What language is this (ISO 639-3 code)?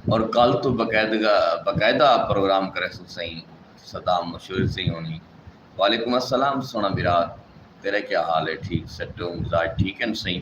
skr